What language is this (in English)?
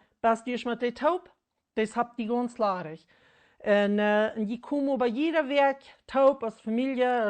Plautdietsch